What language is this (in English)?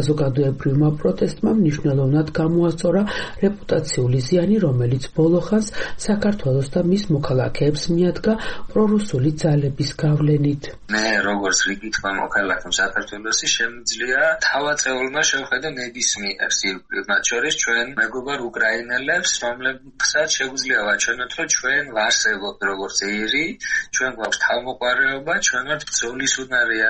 Georgian